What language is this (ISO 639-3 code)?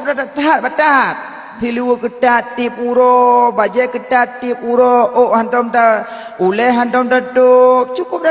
ace